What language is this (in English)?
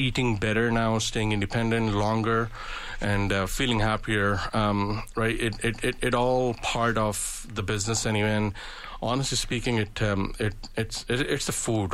English